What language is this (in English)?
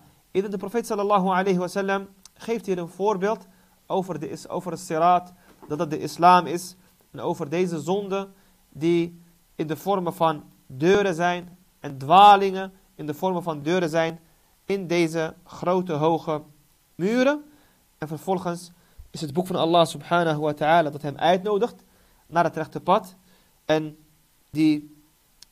Dutch